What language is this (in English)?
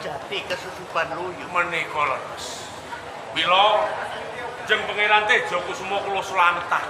Javanese